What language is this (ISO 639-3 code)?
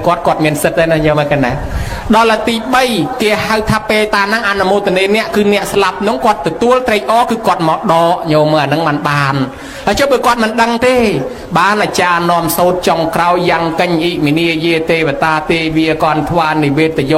khm